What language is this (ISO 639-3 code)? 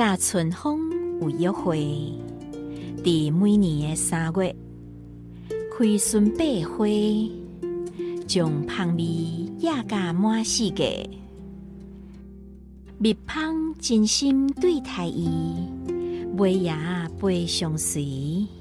nan